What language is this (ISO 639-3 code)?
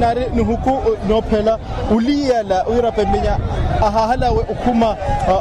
vmw